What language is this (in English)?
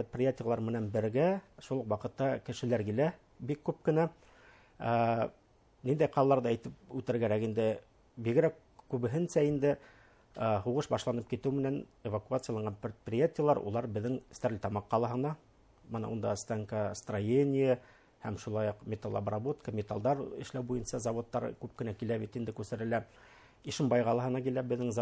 Bashkir